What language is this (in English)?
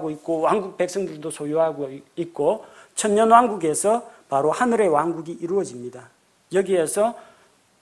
Korean